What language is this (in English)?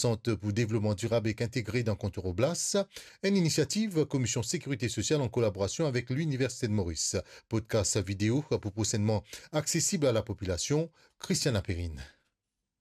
Morisyen